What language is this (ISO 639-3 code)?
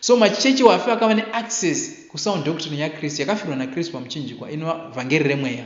sna